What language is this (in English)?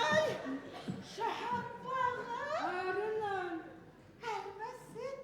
Adyghe